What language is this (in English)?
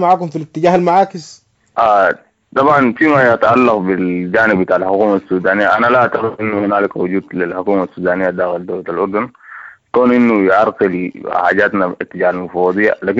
Sudanese Arabic